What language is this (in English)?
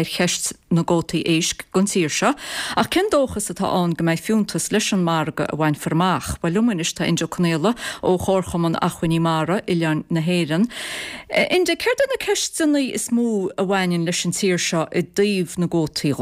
Irish